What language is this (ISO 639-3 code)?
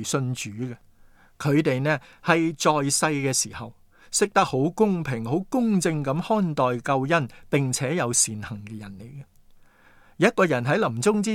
yue